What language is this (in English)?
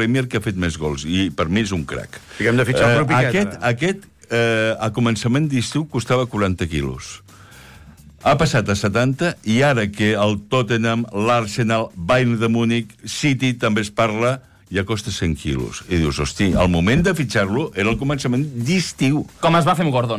Catalan